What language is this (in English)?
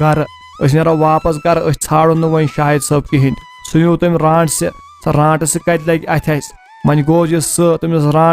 Kashmiri